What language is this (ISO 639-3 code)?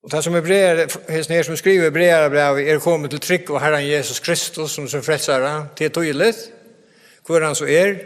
fao